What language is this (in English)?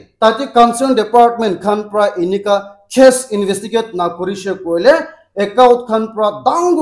Naga Pidgin